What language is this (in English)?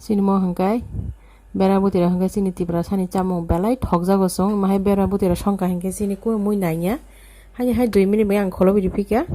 Kok Borok